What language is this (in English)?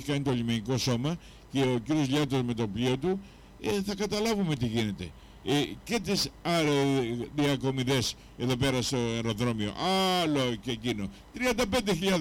Greek